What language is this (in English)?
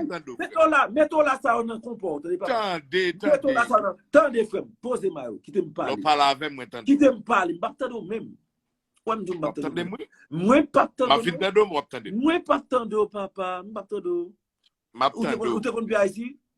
Haitian Creole